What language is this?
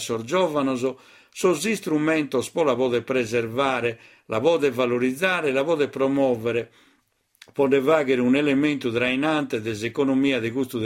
Sardinian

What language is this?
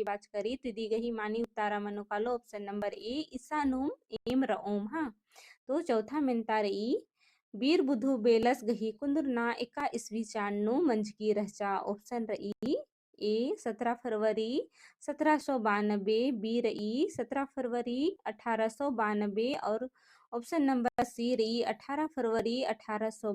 Kurukh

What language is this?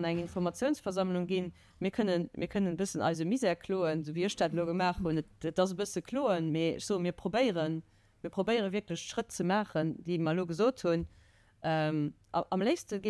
Luxembourgish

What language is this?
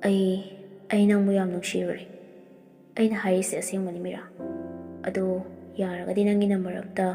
Manipuri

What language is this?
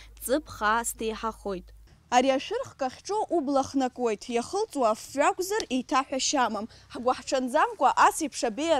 Abkhazian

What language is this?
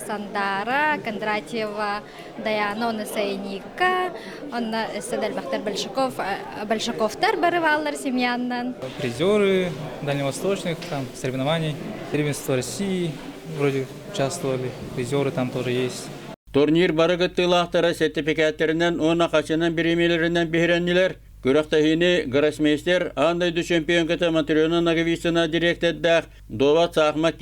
Yakut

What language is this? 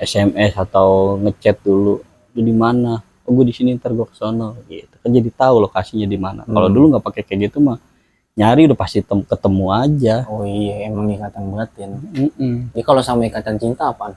Betawi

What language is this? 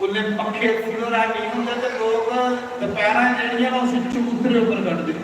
Dogri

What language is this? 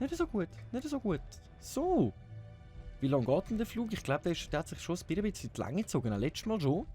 Swiss German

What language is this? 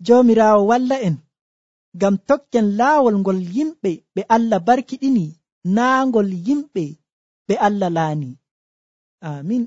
Nigerian Fulfulde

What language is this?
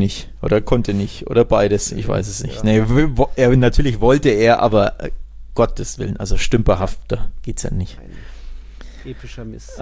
German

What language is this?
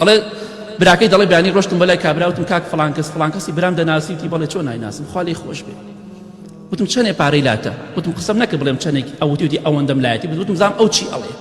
Central Kurdish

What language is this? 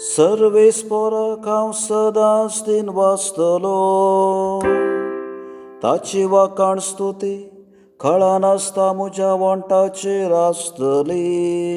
Konkani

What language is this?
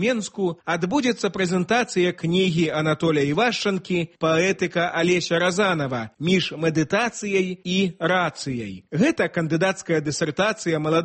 Belarusian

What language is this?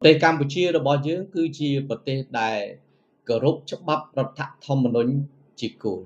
Khmer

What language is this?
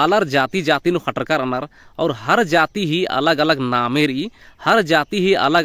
Kurukh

